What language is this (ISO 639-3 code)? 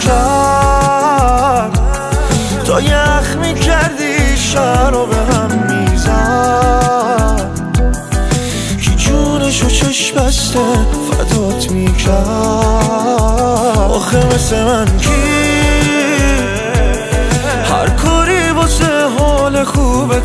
fas